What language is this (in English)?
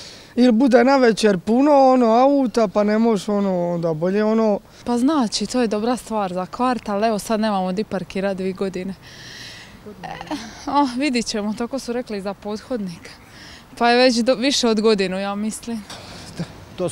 Croatian